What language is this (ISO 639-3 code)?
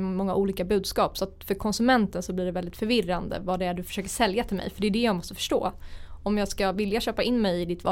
swe